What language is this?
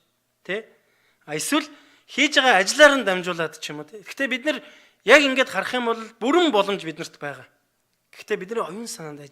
Mongolian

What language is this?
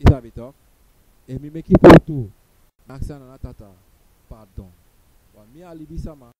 Sranan Tongo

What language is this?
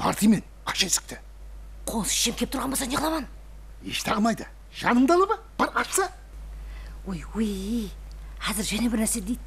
Kara-Kalpak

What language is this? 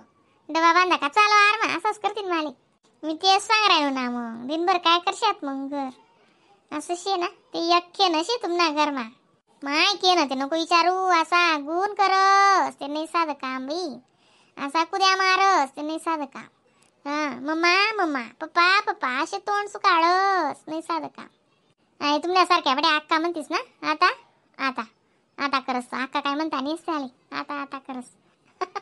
Khandesi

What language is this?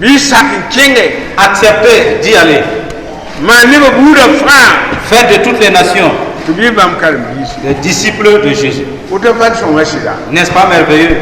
Mossi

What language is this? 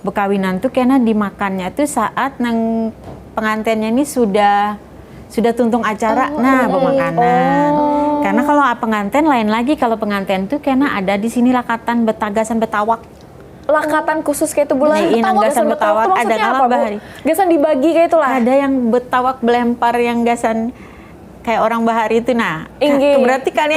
Banjar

